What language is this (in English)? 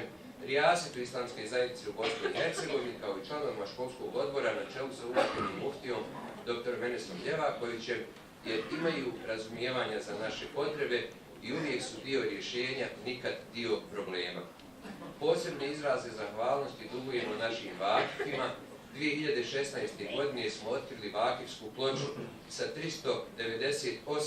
Bosnian